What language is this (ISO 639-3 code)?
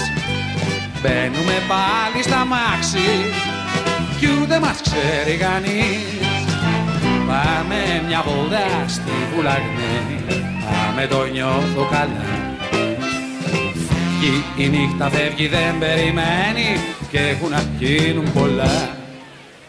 ell